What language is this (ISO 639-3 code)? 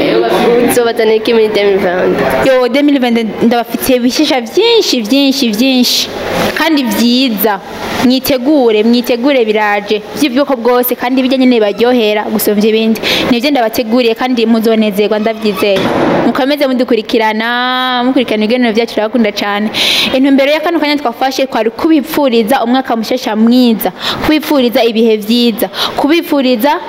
run